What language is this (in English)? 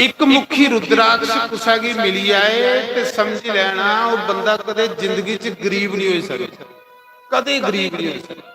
Dogri